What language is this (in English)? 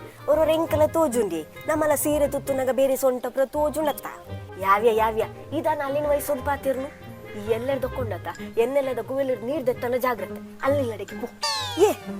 Tulu